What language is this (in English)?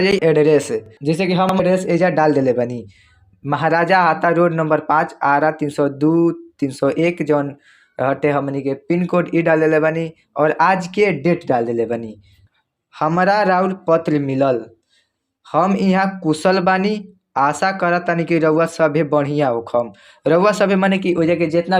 Bhojpuri